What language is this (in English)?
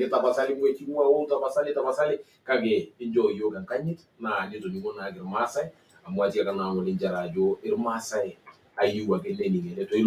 Masai